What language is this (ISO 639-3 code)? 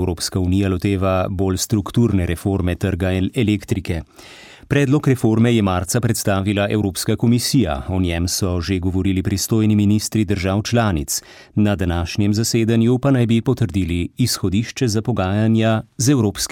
slv